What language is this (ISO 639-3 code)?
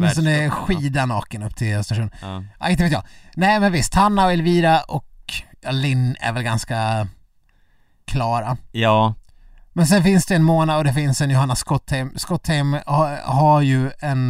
swe